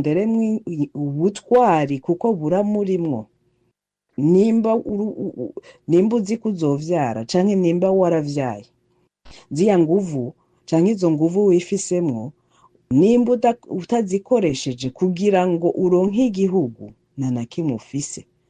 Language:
Rundi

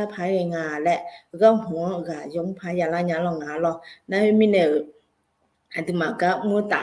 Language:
Akha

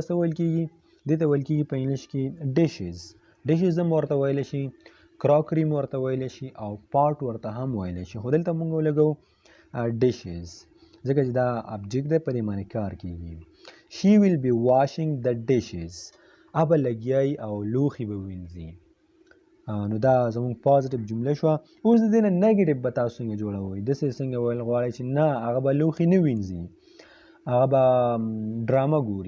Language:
Pashto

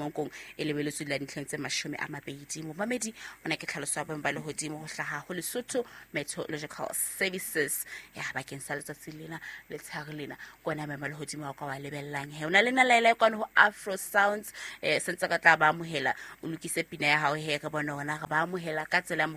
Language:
Southern Sotho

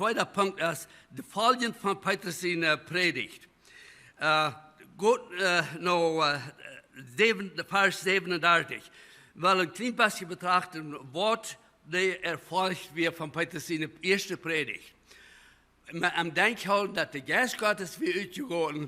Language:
Plautdietsch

